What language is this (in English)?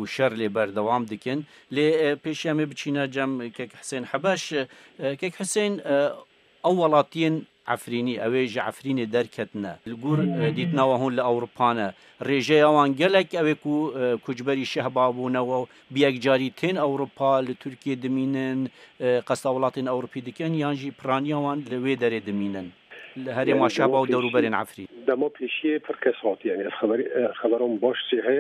Kurdish